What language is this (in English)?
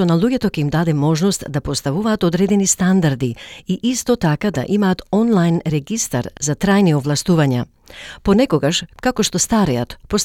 Macedonian